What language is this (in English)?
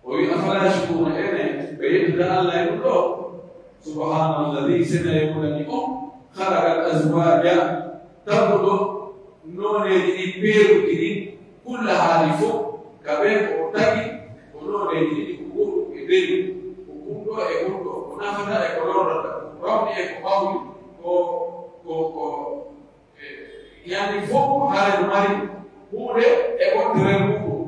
Pular